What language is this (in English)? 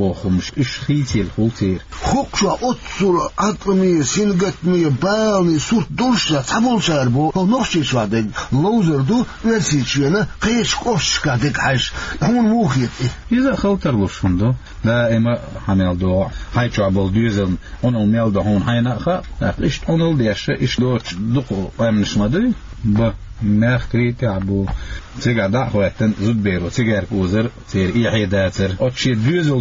Chechen